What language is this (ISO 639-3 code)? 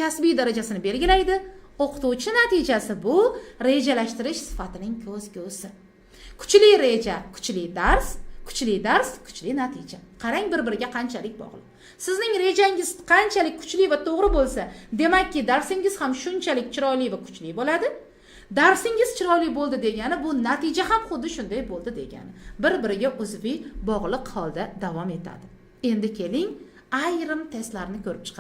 uzb